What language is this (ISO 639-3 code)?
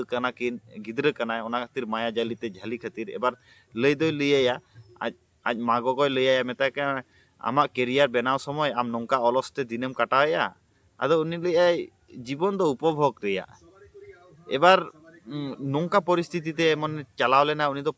sat